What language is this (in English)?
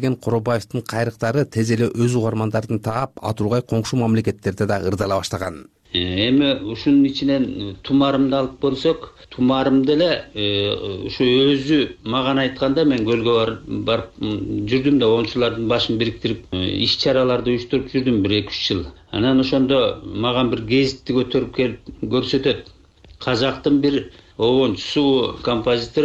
Kyrgyz